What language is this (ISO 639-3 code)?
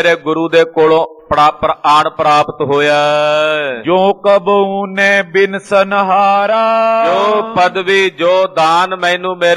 pan